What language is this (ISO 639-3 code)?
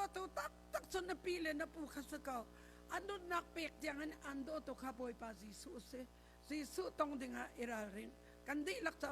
cnh